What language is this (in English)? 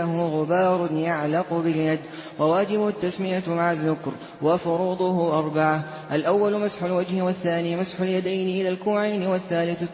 Arabic